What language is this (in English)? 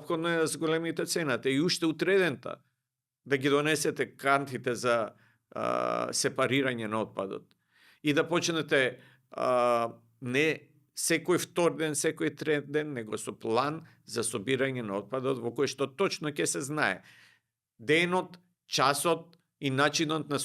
Macedonian